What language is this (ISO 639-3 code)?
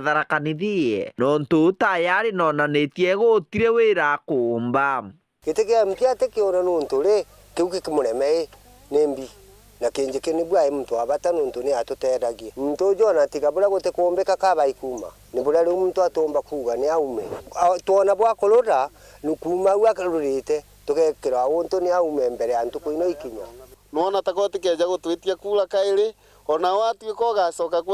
mer